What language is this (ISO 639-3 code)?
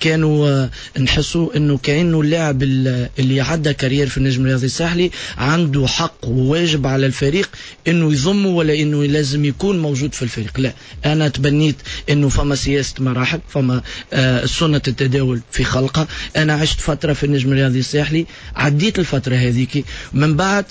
aeb